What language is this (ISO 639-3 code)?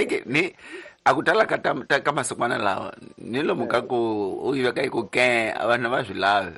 tso